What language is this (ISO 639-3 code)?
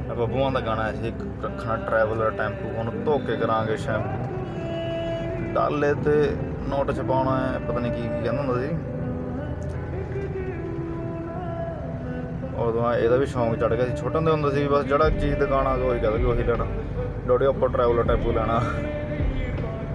pan